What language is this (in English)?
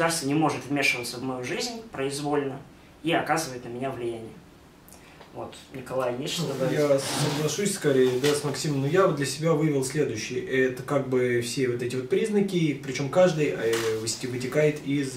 Russian